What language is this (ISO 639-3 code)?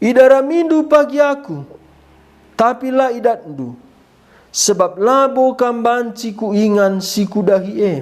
btx